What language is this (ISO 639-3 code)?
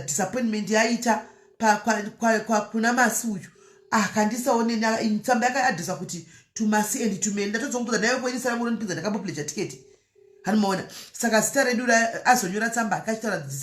sna